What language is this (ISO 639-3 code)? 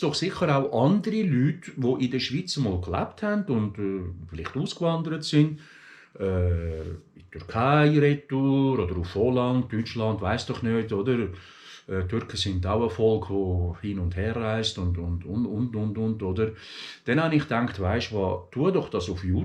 gsw